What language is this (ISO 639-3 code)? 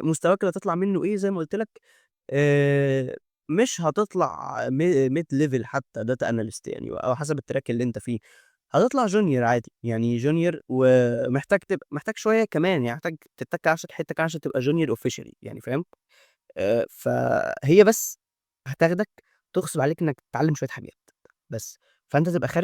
arz